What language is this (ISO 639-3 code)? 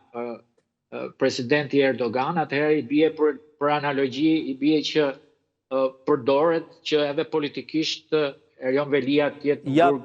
sqi